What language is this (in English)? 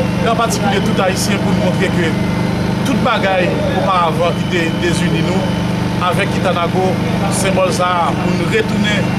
Haitian Creole